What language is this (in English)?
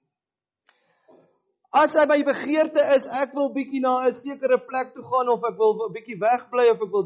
Afrikaans